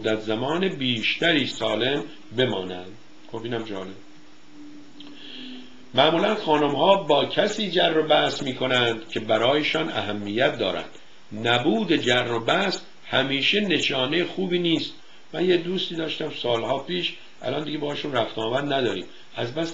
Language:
Persian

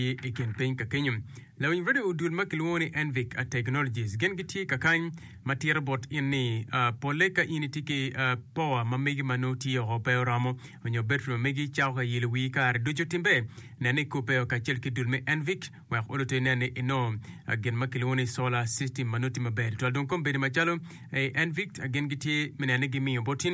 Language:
Acoli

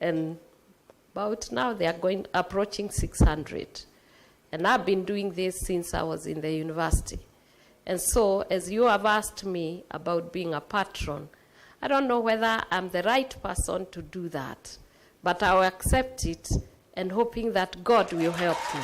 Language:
Kamba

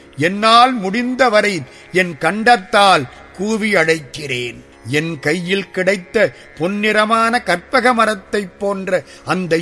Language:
Tamil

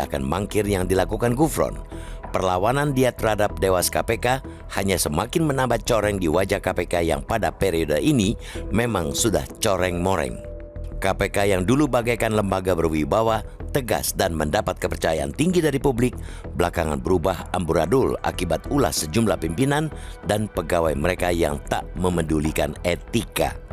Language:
Indonesian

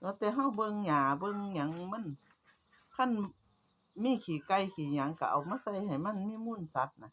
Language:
Northeastern Thai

